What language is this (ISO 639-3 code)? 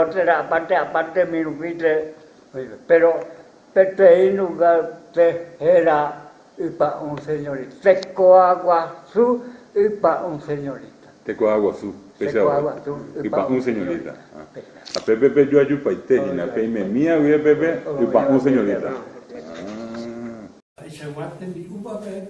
grn